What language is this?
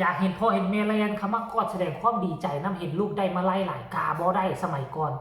Lao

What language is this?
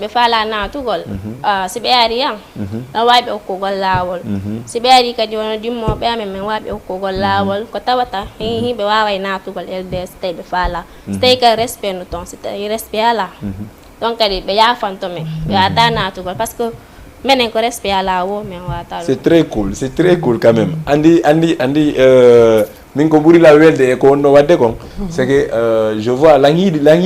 Fula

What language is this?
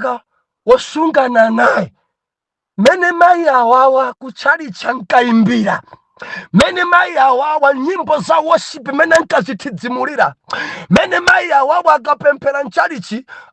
Nyanja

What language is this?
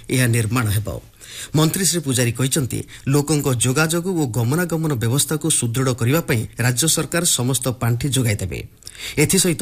Odia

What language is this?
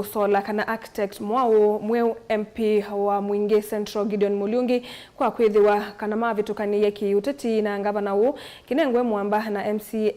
Kamba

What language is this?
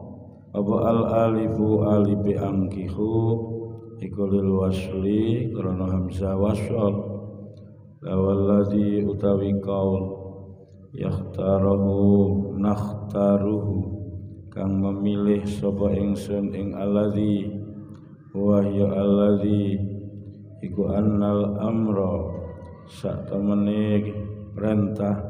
Javanese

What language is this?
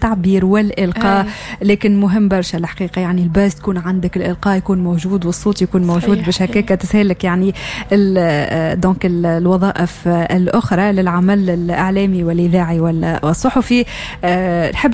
Tunisian Arabic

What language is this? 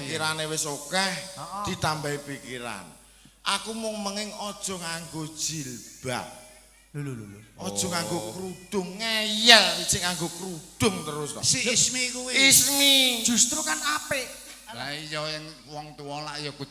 Javanese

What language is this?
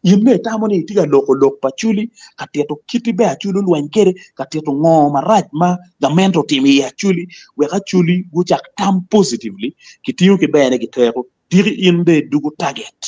Acoli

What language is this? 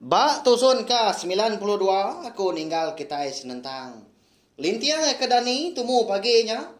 Iban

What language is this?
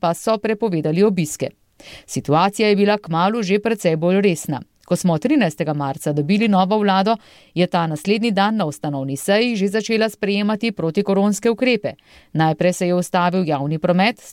Slovenian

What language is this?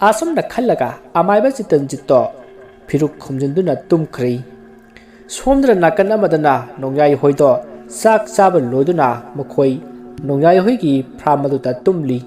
Manipuri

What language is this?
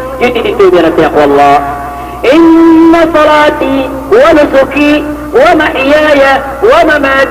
Maranao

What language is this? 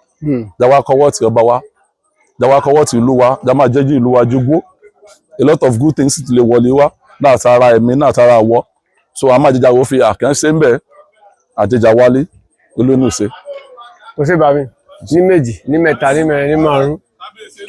Yoruba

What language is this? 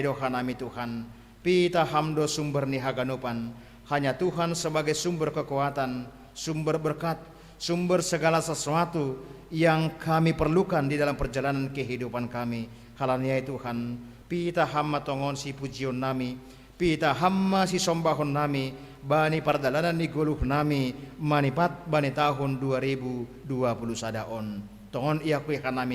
Batak Simalungun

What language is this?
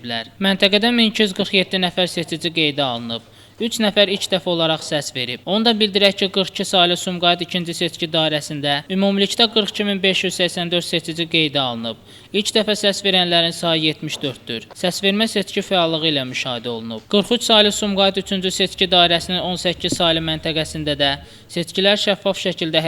Azerbaijani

